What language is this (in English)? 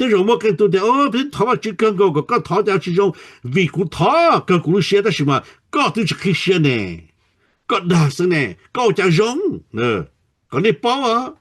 Hmong